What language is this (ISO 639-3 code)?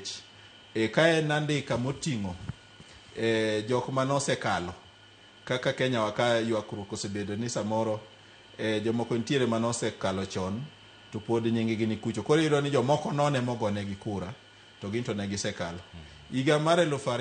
luo